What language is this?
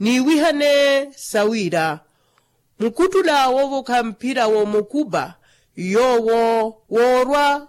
Makhuwa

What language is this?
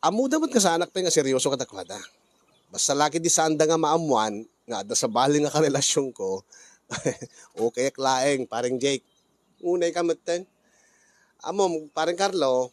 Iloko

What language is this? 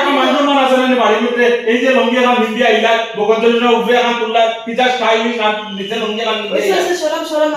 Sylheti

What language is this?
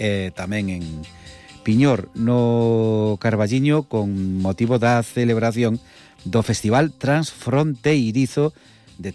Galician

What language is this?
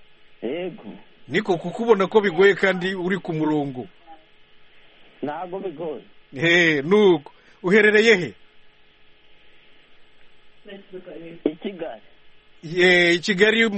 Kinyarwanda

